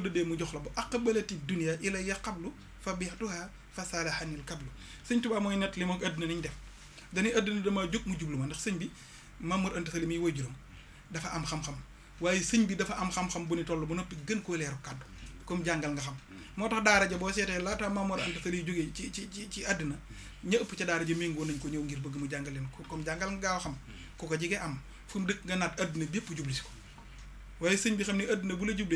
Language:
Wolof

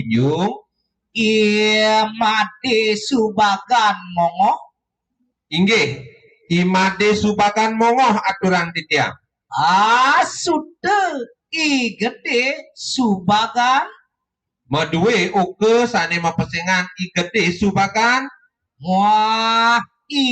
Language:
Balinese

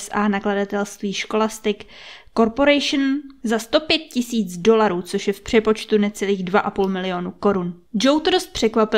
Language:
Czech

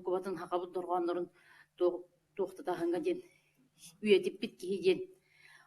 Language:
Yakut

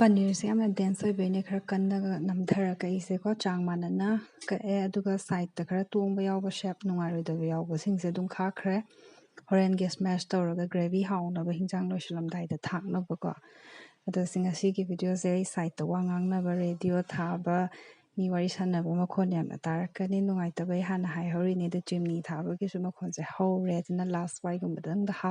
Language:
Manipuri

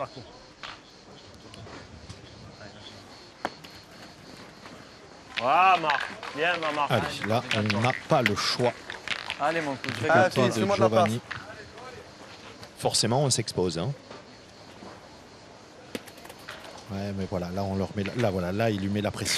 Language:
French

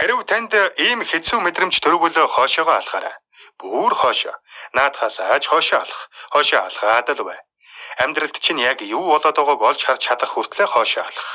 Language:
Mongolian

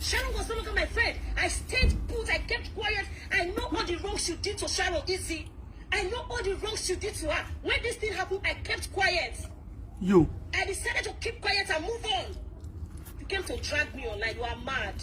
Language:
Nigerian Pidgin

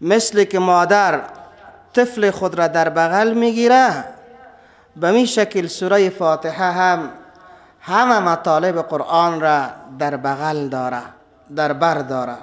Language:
Persian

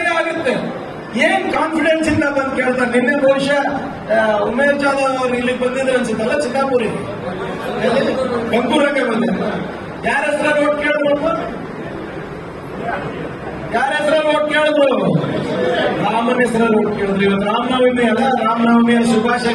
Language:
Kannada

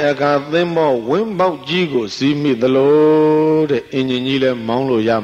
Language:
Burmese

